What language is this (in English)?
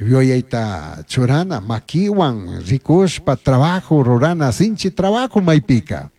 Chimborazo Highland Quichua